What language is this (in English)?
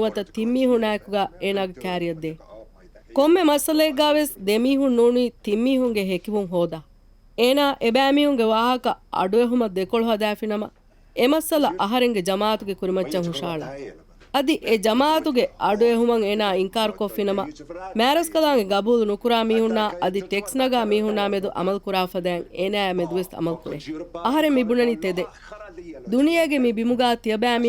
Divehi